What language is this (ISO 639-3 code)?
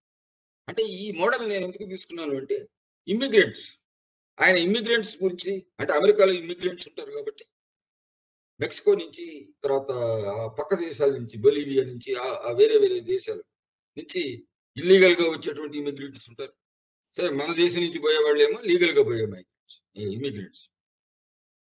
tel